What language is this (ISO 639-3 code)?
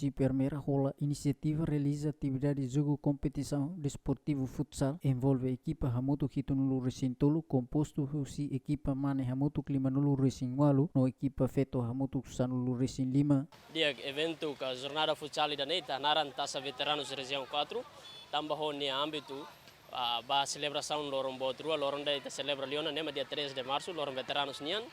tet